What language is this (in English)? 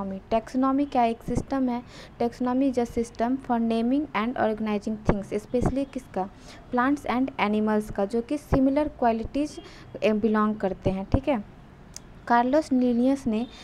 Hindi